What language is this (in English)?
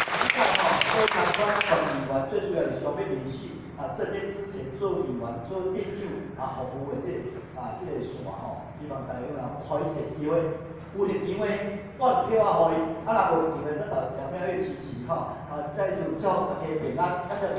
Min Nan Chinese